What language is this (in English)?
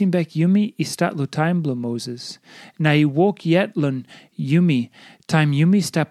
Tok Pisin